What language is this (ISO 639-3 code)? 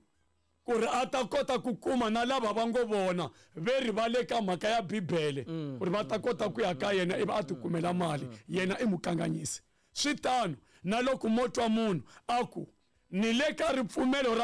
tso